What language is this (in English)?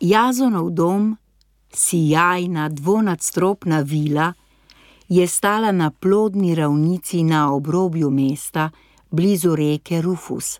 Slovenian